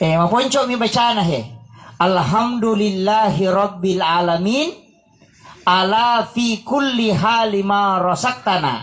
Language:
Buginese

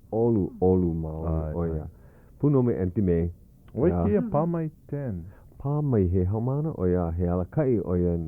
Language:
Hawaiian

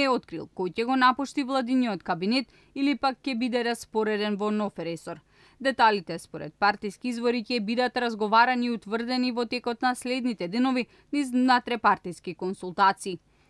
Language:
Macedonian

